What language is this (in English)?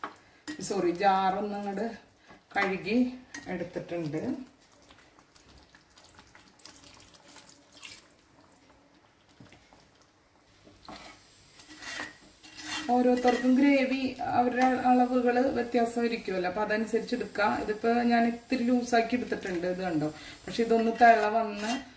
Malayalam